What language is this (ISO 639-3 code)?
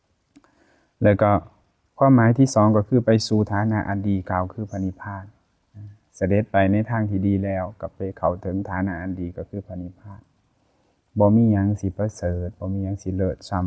lao